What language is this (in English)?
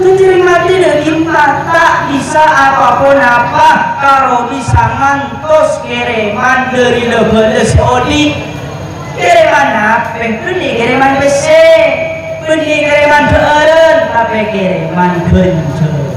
Madurese